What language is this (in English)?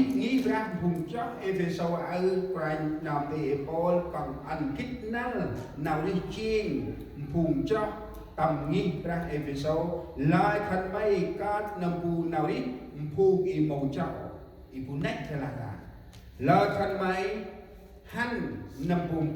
Central Mnong